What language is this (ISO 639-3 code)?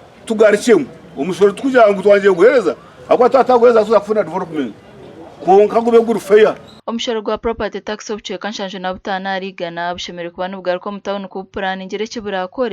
nyn